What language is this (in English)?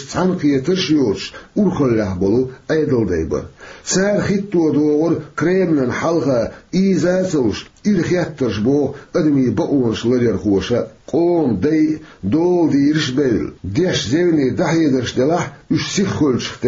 Chechen